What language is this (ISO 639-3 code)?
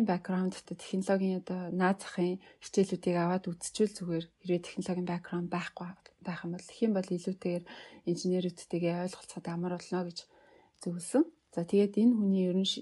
mon